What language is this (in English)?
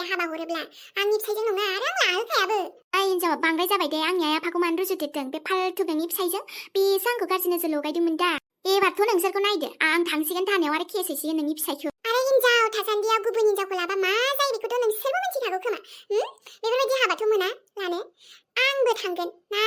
Bodo